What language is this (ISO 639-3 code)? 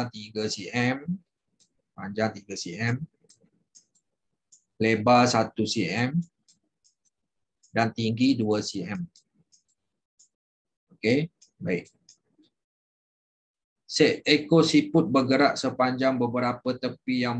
msa